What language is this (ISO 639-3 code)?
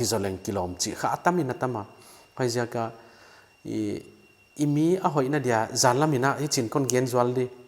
pck